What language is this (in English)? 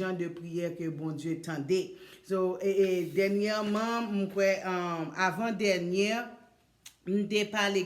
Haitian Creole